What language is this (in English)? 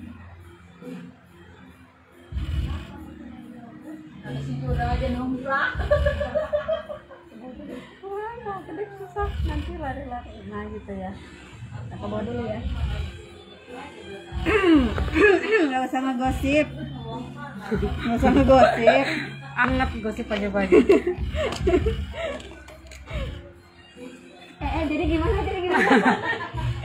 Indonesian